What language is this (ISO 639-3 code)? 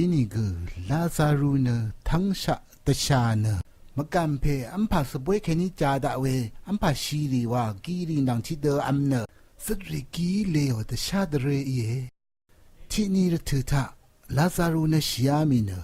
raw